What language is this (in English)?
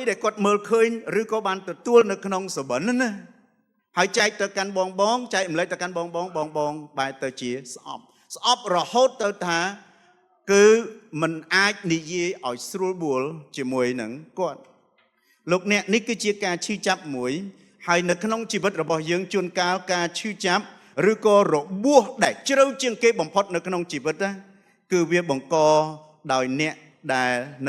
Khmer